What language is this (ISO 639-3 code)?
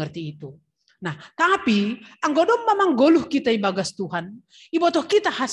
bts